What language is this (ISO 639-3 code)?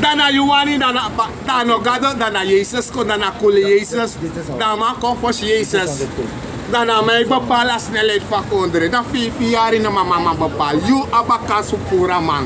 srn